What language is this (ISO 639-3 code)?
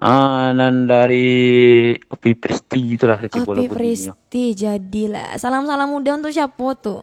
min